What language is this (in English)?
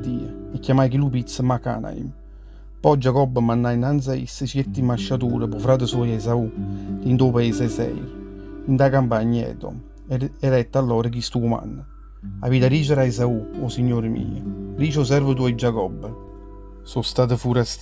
Neapolitan